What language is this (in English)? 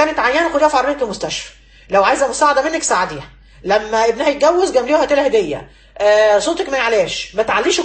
Egyptian Arabic